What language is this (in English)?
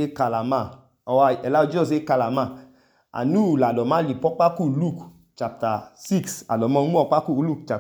Idoma